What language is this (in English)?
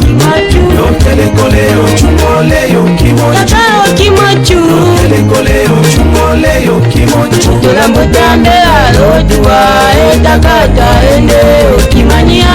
Tetela